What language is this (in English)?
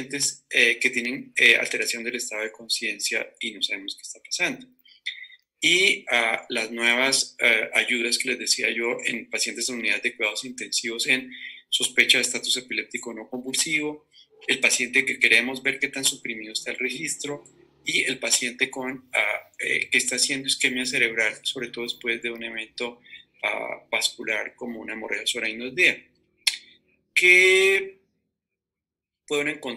Spanish